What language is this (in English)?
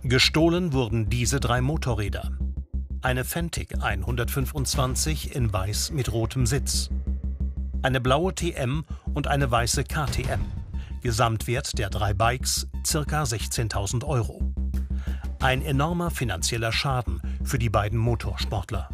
German